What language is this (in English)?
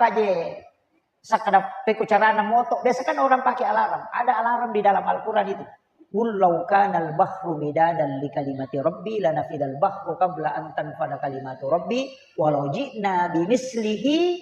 Buginese